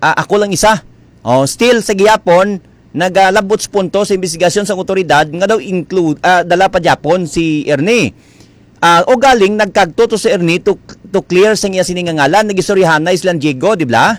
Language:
Hiligaynon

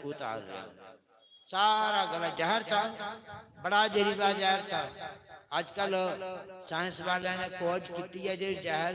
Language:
Dogri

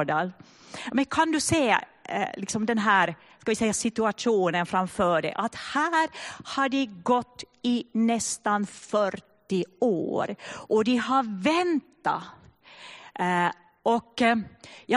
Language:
Swedish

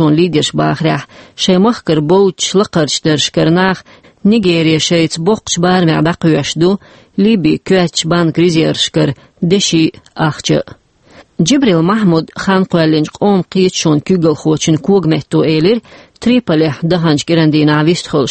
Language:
Chechen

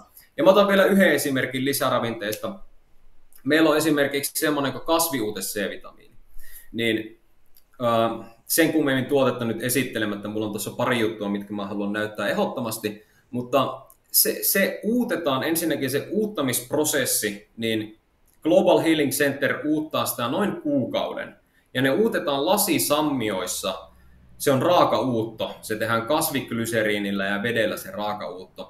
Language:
Finnish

